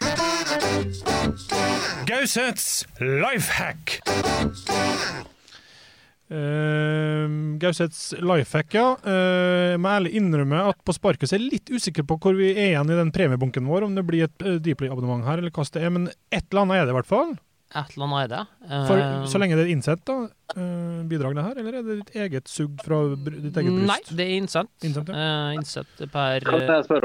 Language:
Norwegian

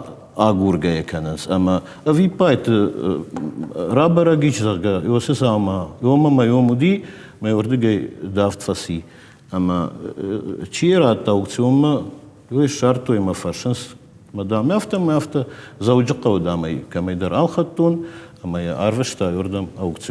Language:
Ossetic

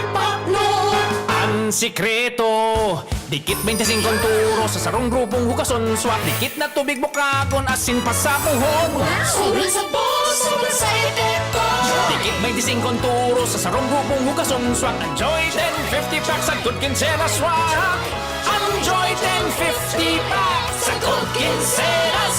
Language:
Bikol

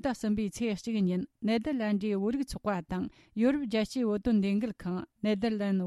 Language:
Tibetan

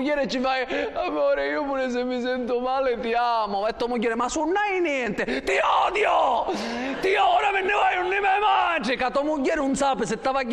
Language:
Sicilian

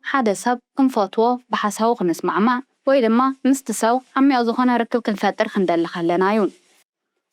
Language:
Tigrinya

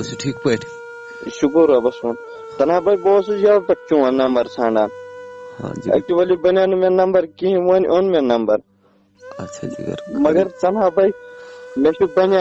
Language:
Kashmiri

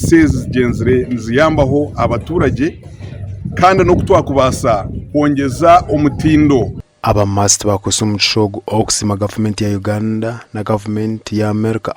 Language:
Nyankole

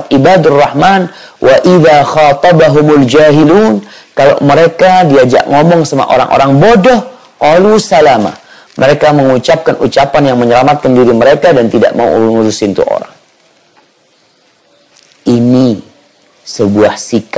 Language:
Indonesian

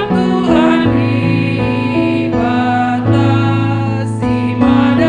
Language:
Batak Karo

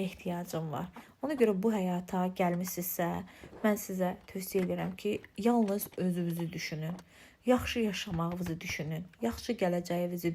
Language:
Azerbaijani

